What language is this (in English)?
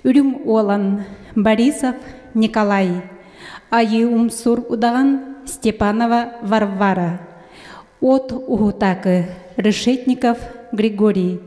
Yakut